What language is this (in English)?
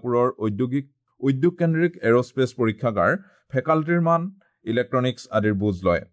Assamese